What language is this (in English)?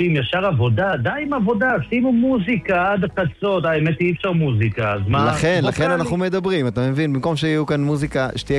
Hebrew